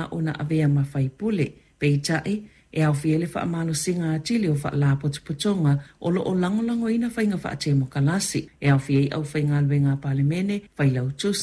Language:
Samoan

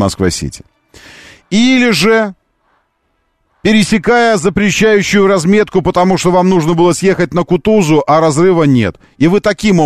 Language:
Russian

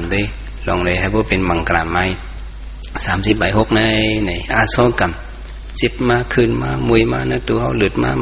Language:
Shan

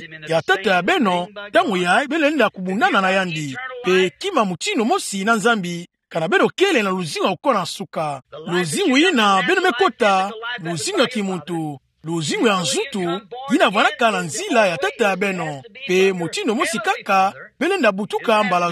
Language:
Kituba (Democratic Republic of Congo)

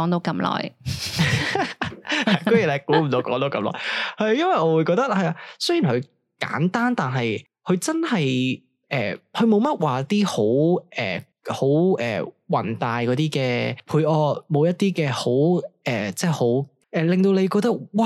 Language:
Cantonese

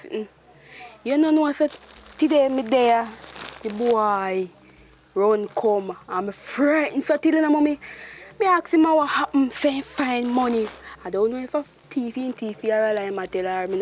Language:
Jamaican Creole English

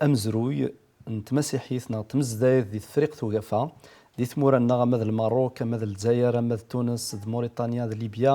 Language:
Kabyle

